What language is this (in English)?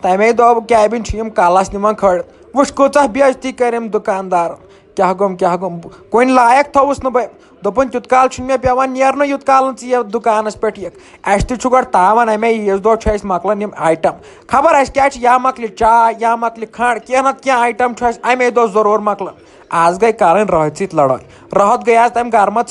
Kashmiri